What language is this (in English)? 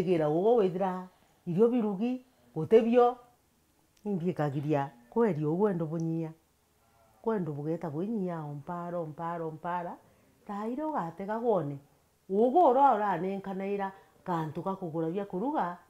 Meru